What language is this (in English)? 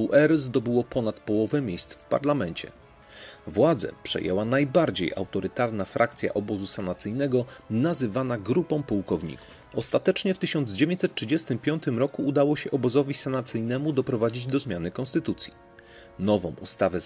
Polish